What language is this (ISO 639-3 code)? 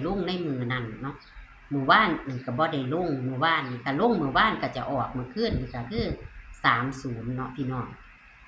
tts